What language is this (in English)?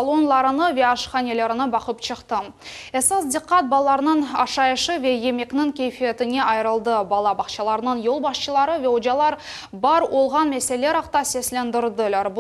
Crimean Tatar